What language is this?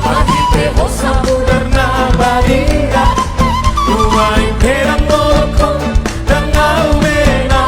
Batak Toba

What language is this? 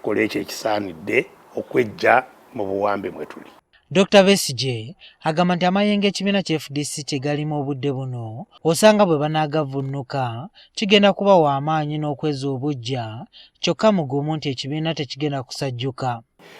Ganda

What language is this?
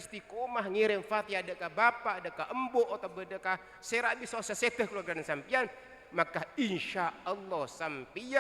Madurese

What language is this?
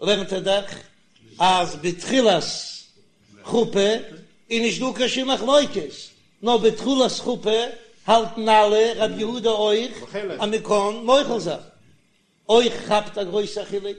Yiddish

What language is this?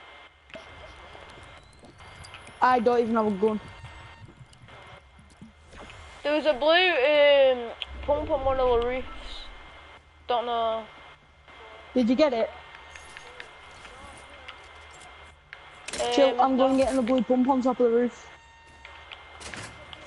English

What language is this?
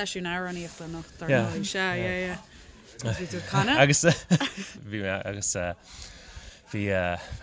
Irish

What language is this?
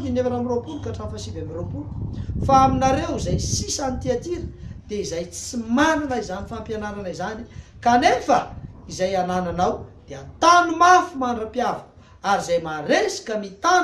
Malagasy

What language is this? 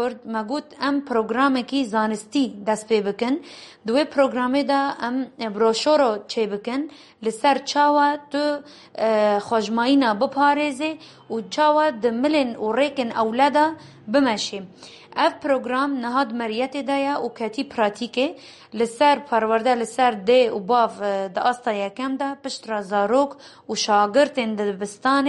Kurdish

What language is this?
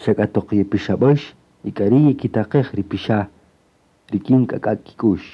Kaqchikel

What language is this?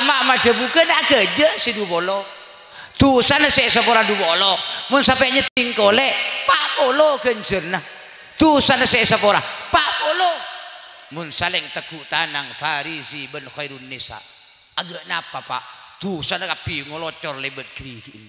Madurese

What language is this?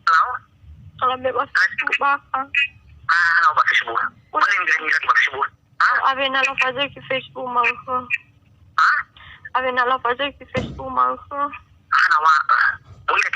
Nias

